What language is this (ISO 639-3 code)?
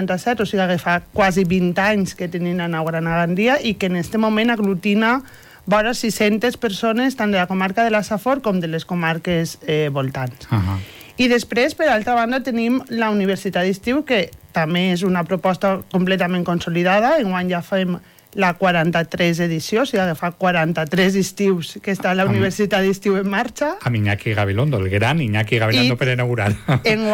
cat